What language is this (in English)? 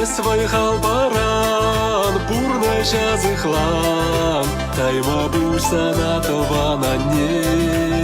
Chuvash